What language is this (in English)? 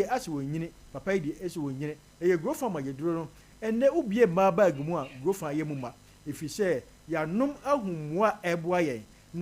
Akan